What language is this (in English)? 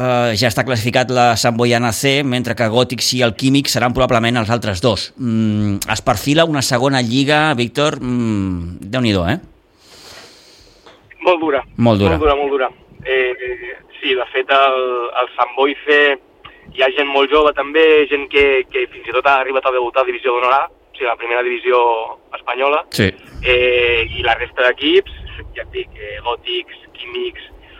Catalan